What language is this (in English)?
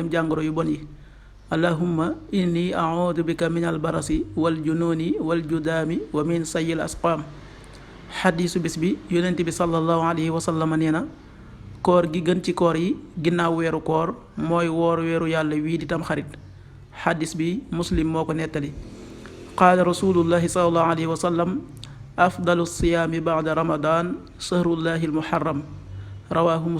Wolof